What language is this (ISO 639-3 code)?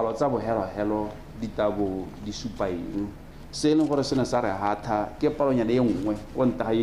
tsn